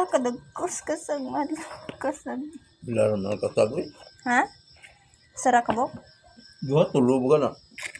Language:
Cebuano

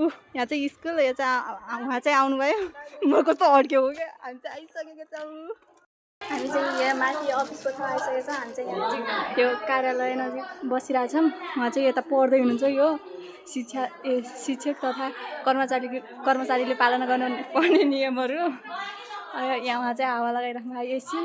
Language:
Nepali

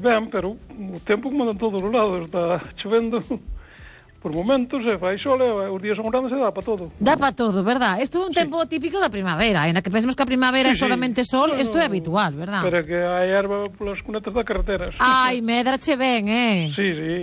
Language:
Galician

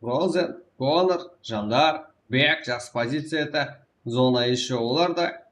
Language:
Kara-Kalpak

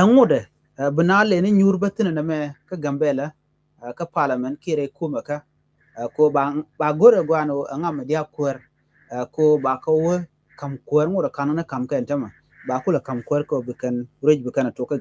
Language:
Nuer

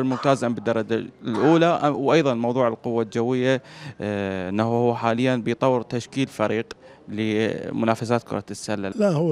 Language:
Mesopotamian Arabic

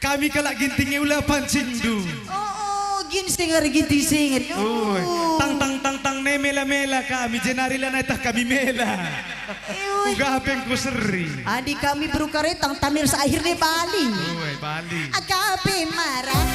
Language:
Batak Karo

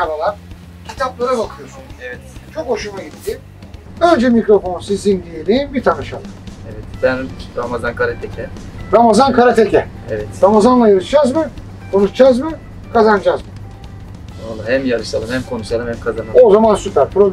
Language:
Turkish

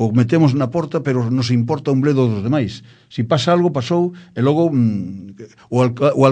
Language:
Galician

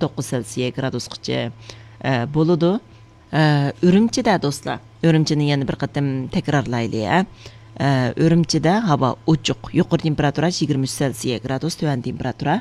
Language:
Uyghur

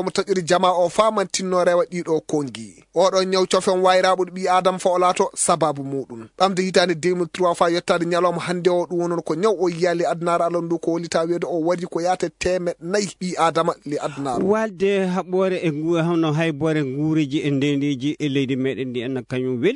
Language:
Fula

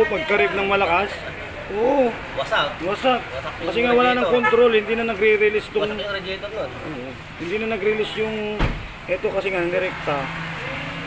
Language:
Filipino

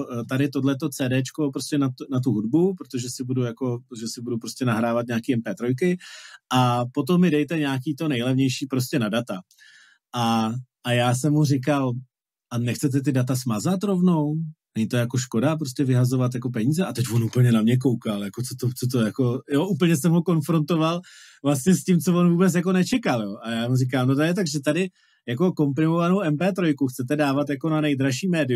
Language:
Czech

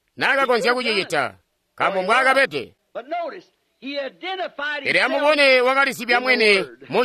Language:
Tonga (Zambia)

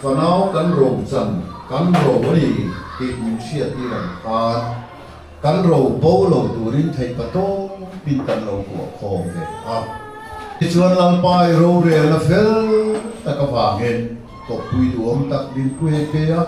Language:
Mizo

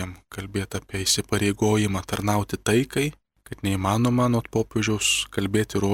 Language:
Lithuanian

